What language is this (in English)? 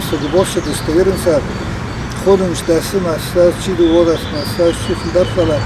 Ossetic